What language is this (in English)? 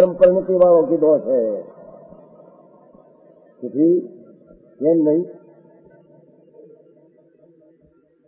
Gujarati